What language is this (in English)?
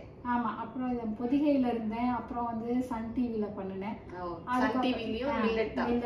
Tamil